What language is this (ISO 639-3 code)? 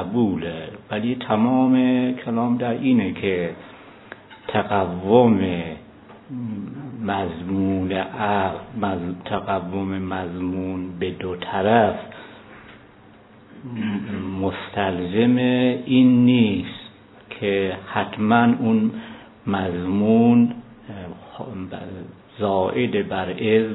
fas